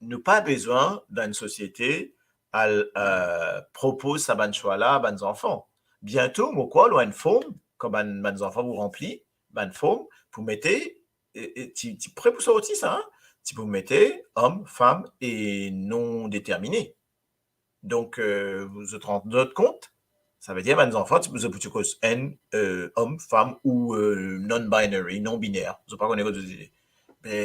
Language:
Morisyen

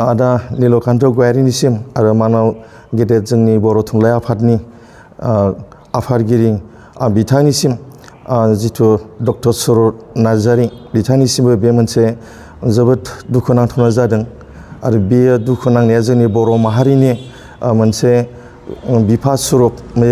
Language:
Bodo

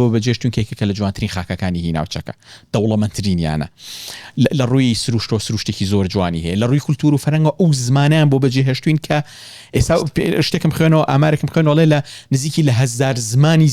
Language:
Central Kurdish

